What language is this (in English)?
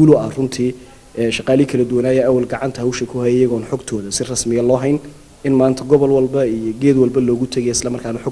Somali